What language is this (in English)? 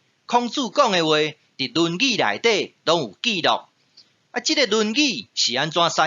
Min Nan Chinese